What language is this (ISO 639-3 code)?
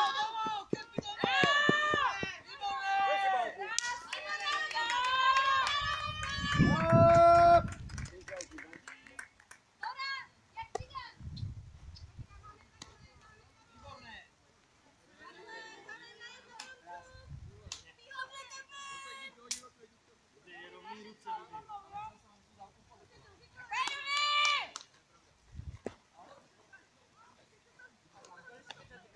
ces